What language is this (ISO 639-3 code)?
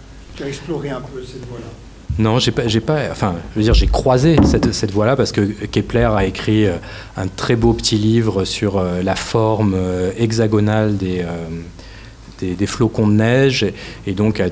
fra